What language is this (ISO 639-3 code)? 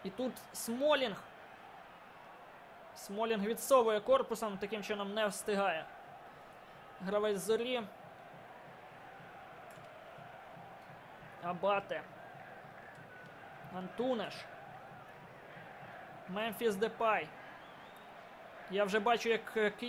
ukr